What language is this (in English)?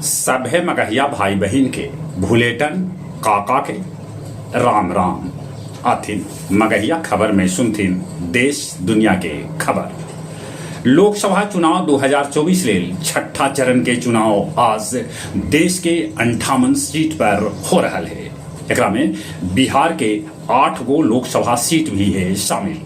Magahi